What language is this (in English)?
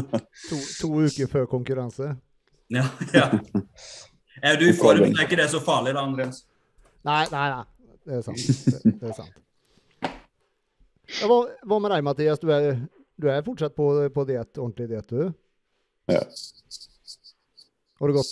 Norwegian